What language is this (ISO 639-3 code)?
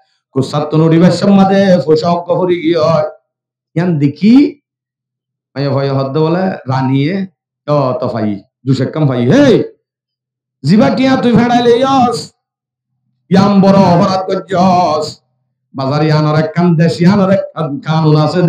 rhg